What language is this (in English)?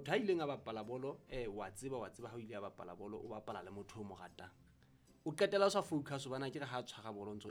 Southern Sotho